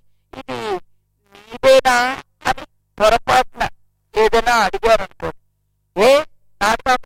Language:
Telugu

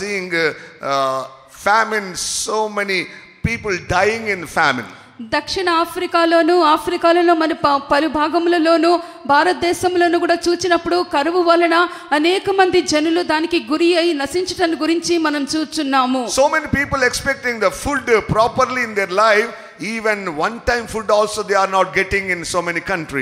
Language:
Telugu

